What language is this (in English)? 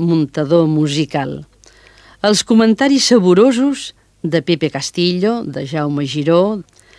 Catalan